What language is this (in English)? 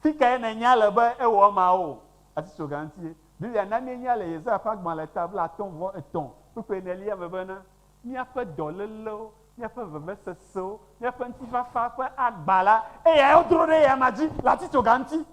Ewe